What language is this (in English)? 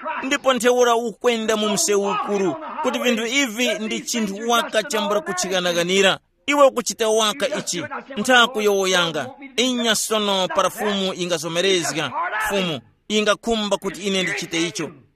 Tumbuka